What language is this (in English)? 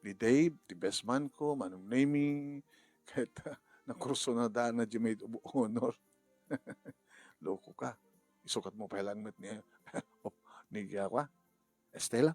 Iloko